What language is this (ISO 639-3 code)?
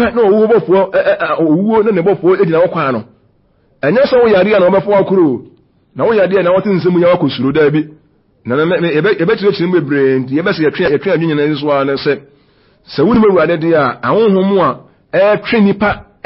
aka